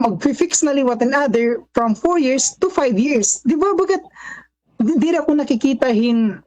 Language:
Waray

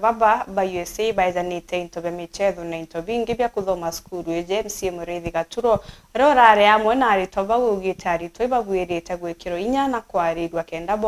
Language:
Meru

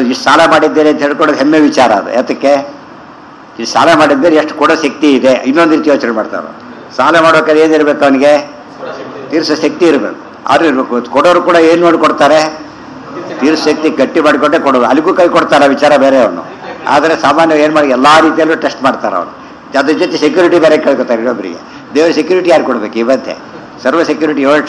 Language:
Kannada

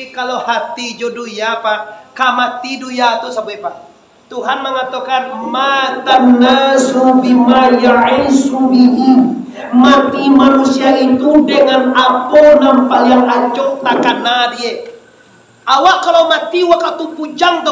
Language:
Minangkabau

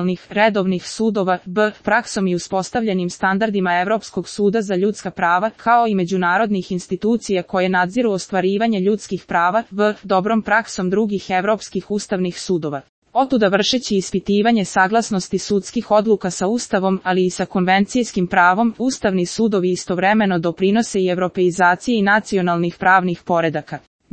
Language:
Serbian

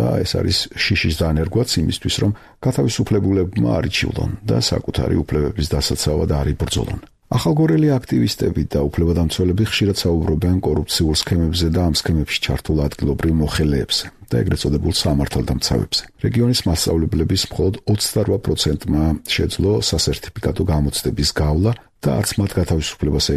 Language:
Georgian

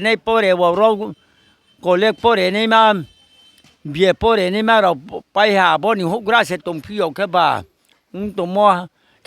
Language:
Riang (India)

